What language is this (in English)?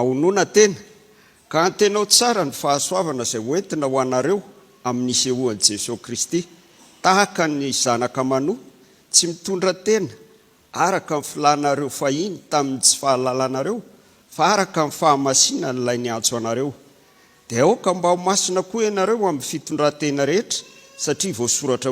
Malagasy